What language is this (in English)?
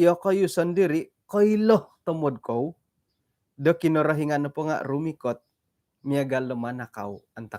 Central Dusun